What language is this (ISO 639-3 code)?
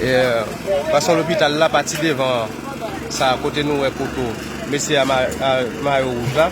hat